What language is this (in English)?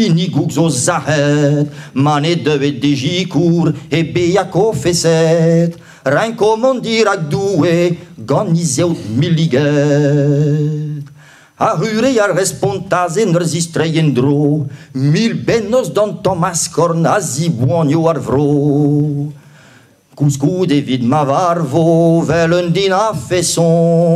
Breton